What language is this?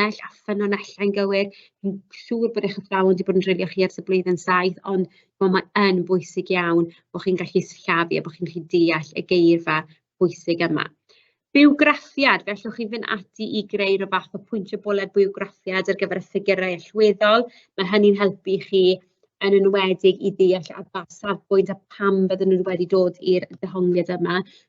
Welsh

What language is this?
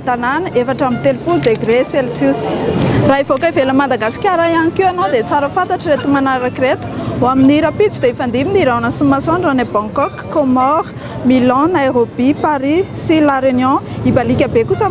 Malagasy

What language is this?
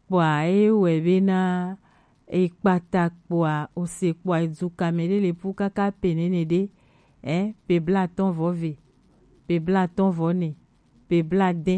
Gen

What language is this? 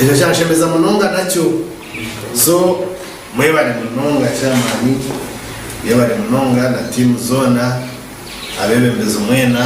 Nyankole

